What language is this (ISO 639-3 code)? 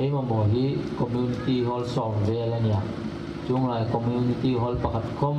hmr